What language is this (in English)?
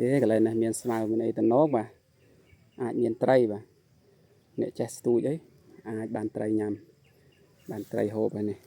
Khmer